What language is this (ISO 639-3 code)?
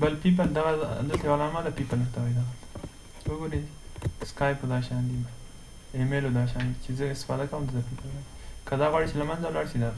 pus